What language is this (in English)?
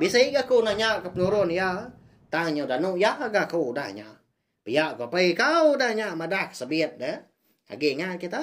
Iban